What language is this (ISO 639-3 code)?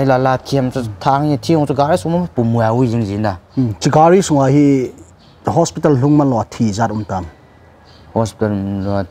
vie